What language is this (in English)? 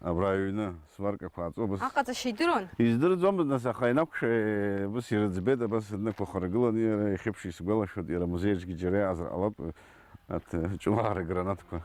Abkhazian